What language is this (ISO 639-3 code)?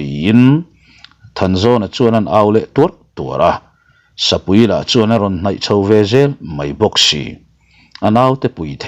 lus